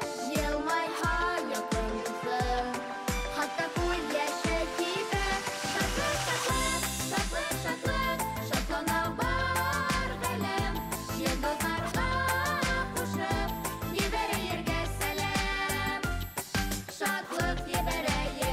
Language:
Bashkir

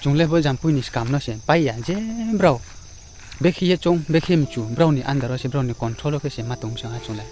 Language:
Riang (India)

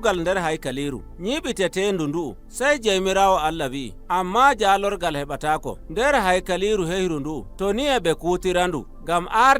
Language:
Nigerian Fulfulde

